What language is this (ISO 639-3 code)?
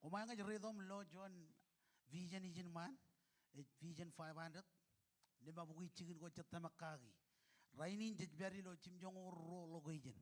mah